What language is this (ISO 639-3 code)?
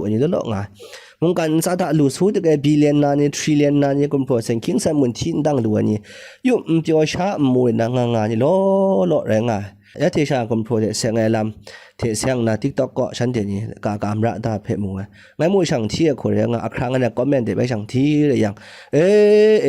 kac